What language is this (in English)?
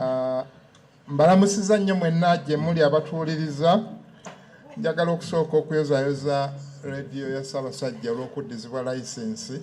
Ganda